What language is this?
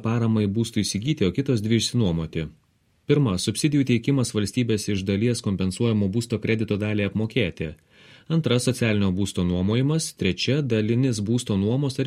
Lithuanian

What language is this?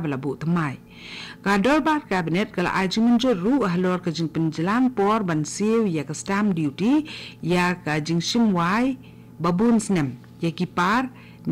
Khasi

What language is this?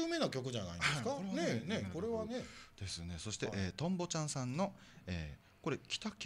Japanese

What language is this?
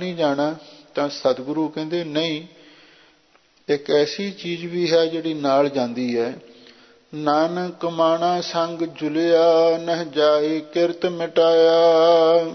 Punjabi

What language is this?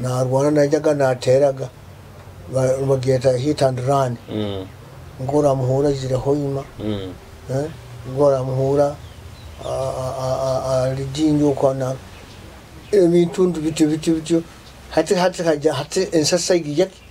Nyoro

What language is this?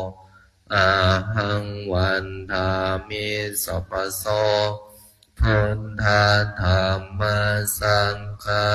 Pali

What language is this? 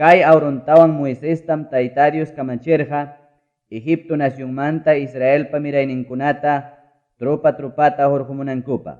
Ayacucho Quechua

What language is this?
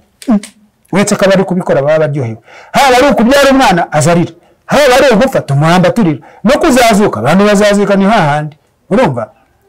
Kinyarwanda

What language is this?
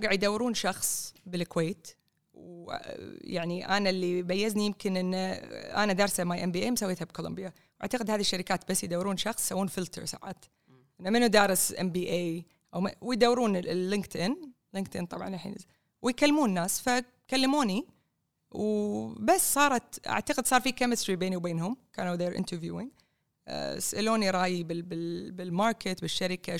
Gulf Arabic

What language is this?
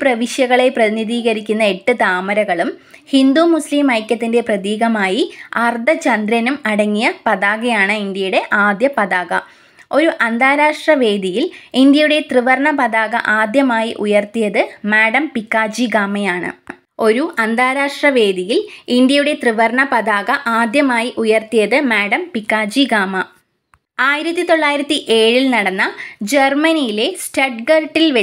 Malayalam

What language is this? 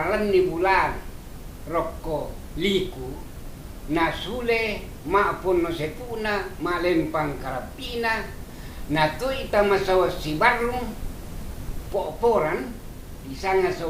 Toraja-Sa'dan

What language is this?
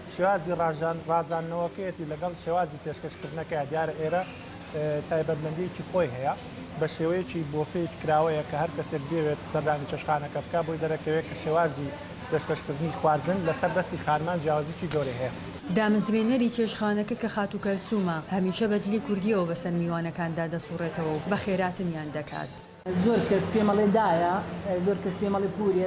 Central Kurdish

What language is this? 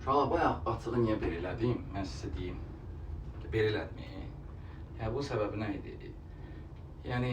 Azerbaijani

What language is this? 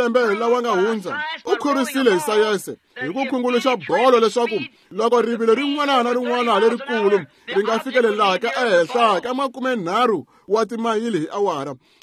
Tsonga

